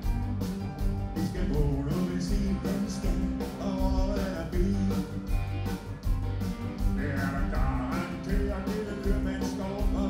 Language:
Danish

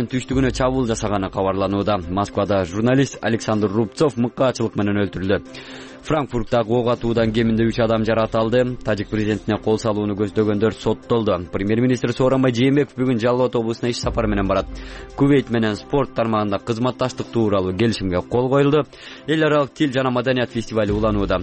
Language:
Kyrgyz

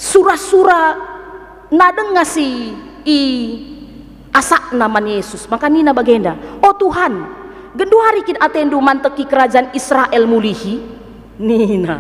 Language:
Batak Karo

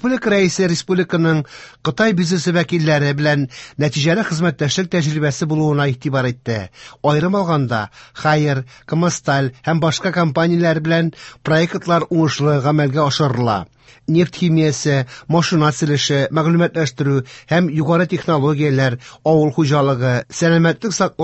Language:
Tatar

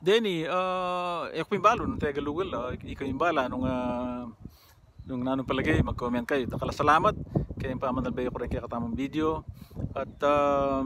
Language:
Pampanga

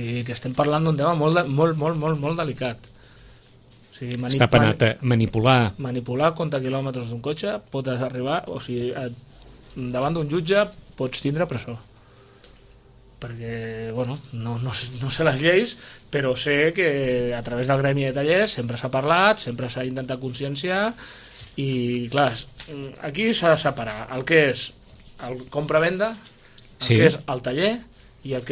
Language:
Catalan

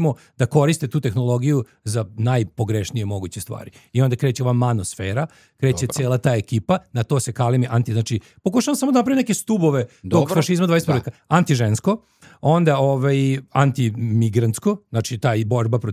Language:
Serbian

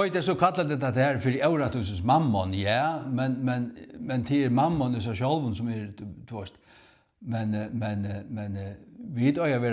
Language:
Faroese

